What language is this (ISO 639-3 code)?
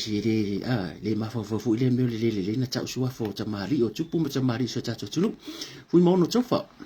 smo